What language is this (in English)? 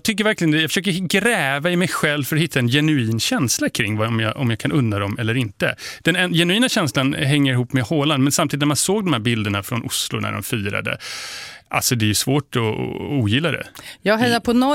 Swedish